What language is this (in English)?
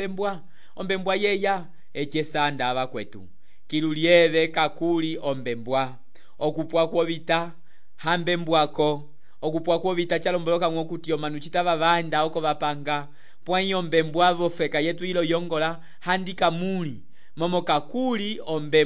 Umbundu